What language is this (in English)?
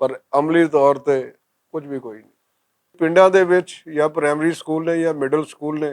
Western Panjabi